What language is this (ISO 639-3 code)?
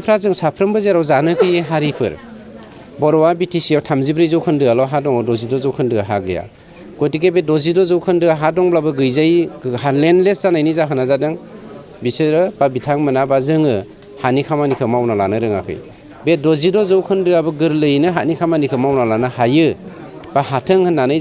brx